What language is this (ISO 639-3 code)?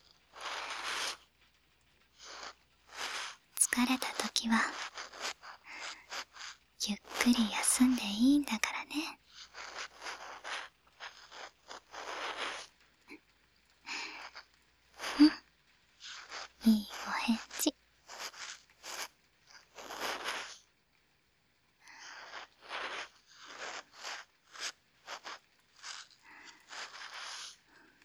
jpn